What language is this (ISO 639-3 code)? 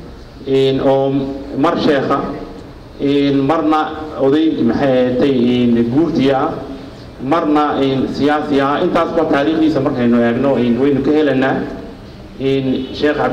som